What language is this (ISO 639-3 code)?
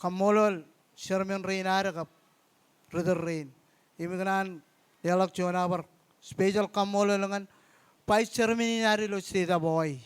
mah